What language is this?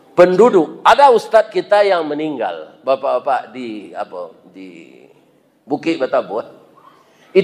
Minangkabau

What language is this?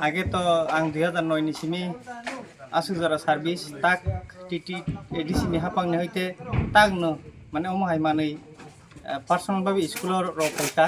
Kok Borok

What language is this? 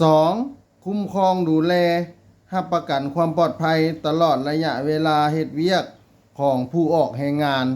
Lao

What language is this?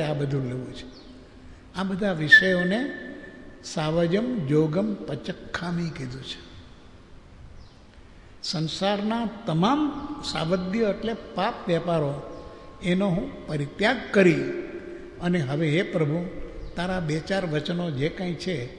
Gujarati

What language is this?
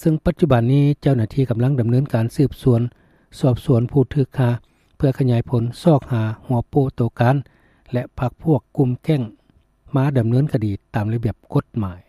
Lao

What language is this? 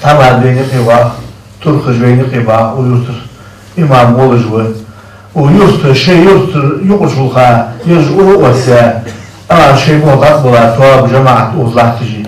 Ingush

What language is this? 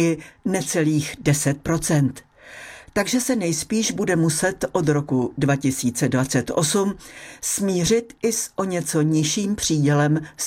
Czech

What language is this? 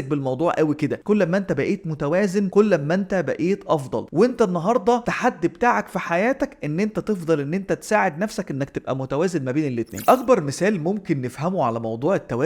Egyptian Arabic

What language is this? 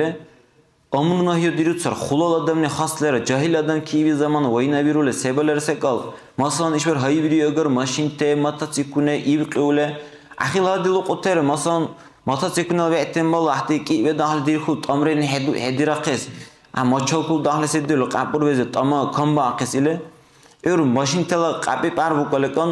Dargwa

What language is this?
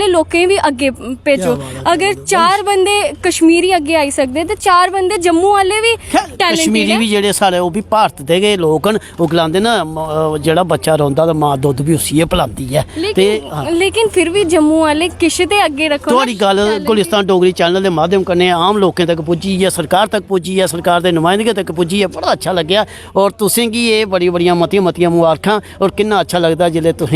Dogri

